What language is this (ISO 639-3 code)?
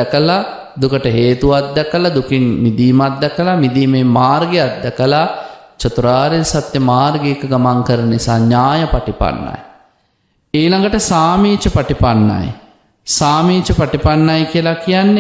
sin